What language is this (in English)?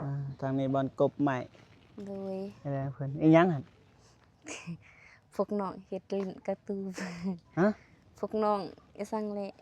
Lao